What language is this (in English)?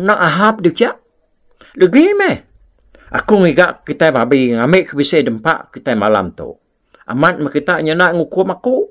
Iban